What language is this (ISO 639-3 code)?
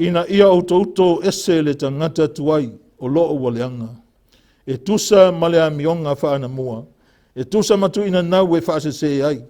smo